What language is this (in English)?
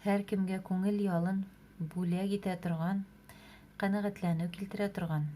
Bashkir